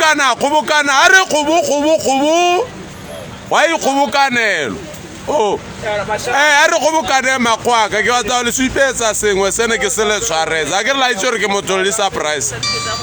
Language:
Tswana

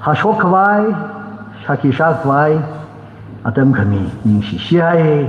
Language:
Tangkhul Naga (India)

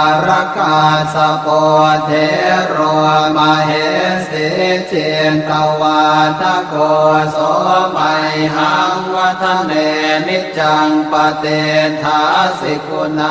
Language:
Pali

